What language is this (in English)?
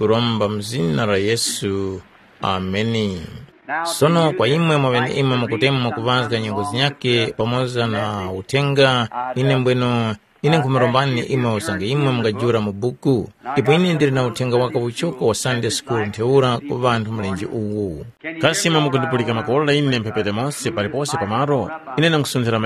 Tumbuka